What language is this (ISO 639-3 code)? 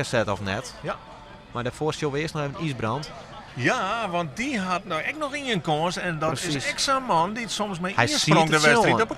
fry